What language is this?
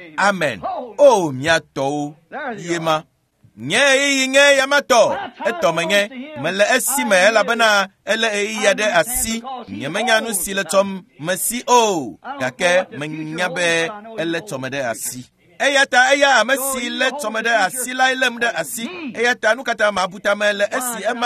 Ewe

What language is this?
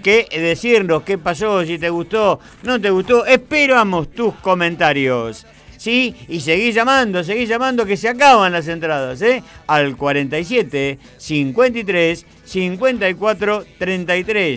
Spanish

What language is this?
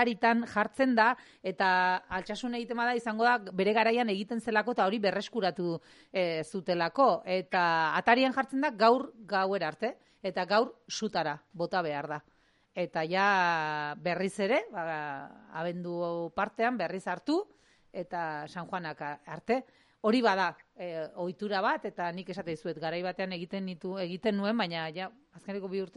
Basque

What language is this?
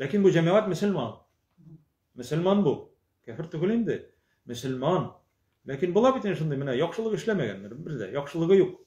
Tatar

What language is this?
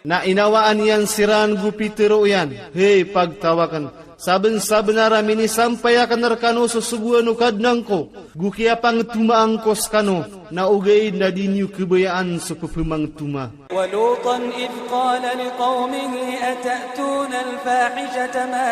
Maranao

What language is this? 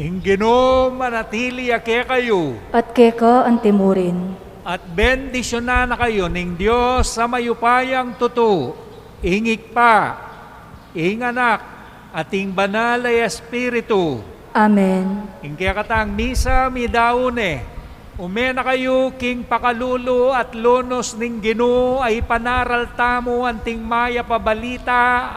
Pampanga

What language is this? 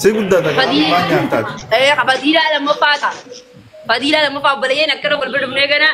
Oromo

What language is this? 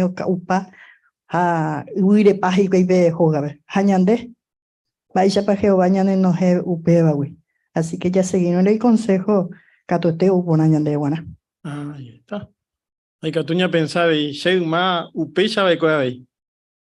Guarani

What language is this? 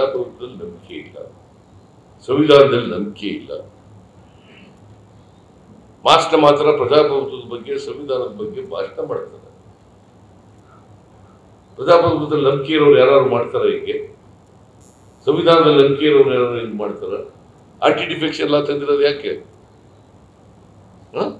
Kannada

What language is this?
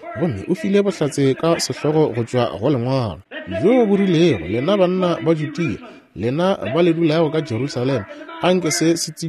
Northern Sotho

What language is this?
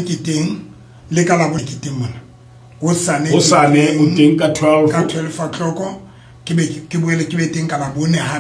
Southern Sotho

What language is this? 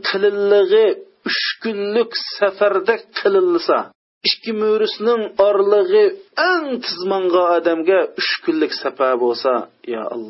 Uyghur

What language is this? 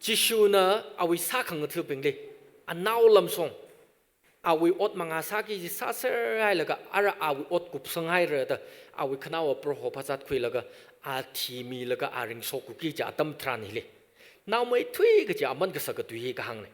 Tangkhul Naga (India)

